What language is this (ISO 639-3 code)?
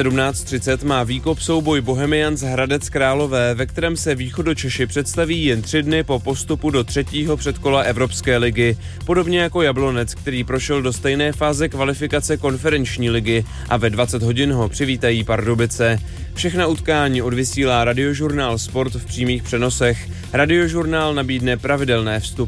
ces